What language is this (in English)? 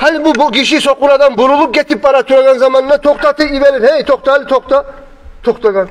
Kumyk